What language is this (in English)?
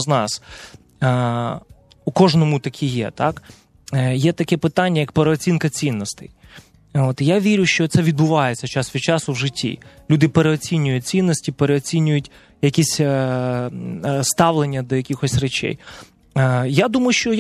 Ukrainian